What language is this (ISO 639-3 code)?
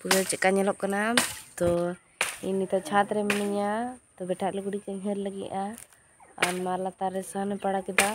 sat